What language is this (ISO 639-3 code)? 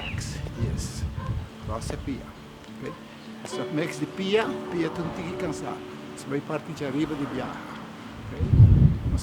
pap